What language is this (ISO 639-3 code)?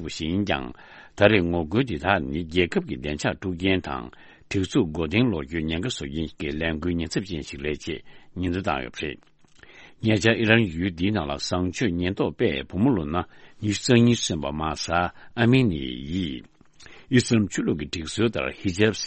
bod